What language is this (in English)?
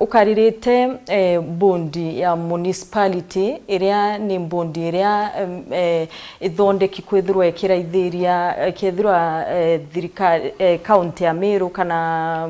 Meru